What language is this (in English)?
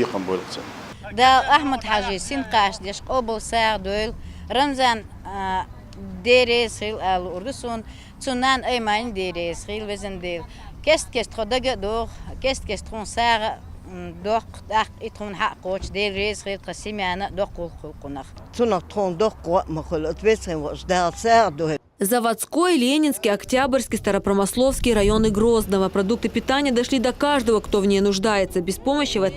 Chechen